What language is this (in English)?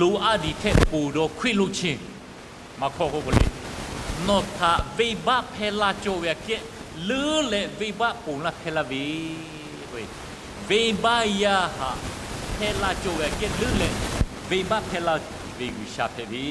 Lahu